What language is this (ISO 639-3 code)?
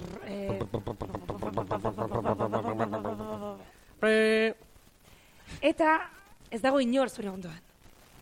eus